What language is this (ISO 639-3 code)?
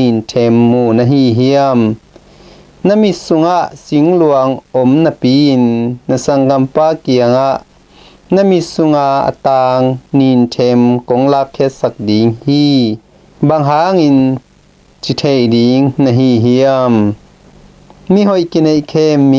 ctd